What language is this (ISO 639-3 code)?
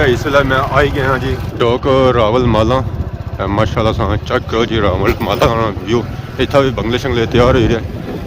phr